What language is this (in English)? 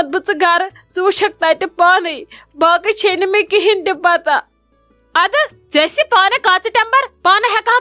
Kashmiri